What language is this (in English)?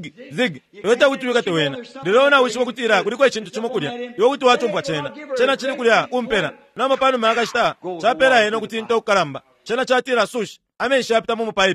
Bemba